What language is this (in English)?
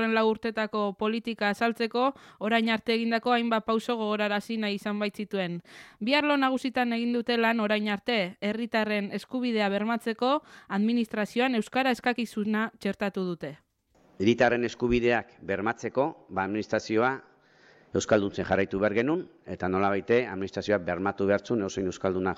Basque